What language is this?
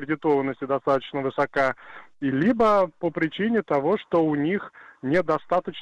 Russian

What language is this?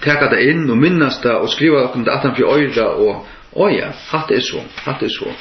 Faroese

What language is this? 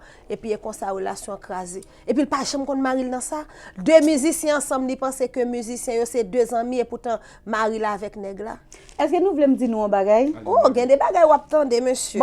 Haitian Creole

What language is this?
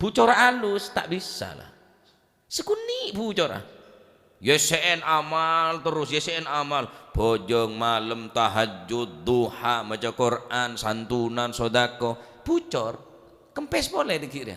Madurese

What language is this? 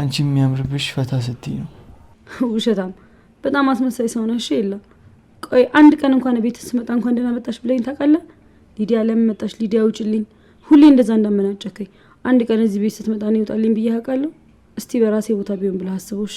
Amharic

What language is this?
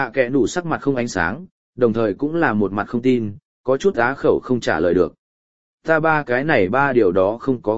Vietnamese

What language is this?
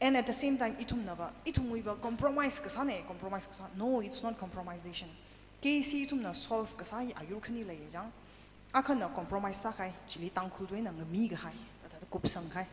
Tangkhul Naga (India)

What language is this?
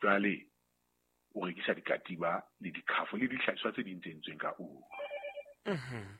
Southern Sotho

